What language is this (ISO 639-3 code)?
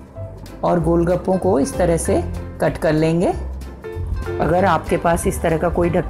hin